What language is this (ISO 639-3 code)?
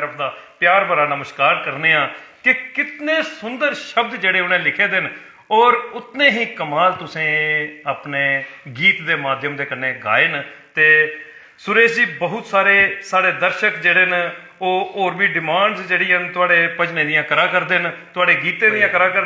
doi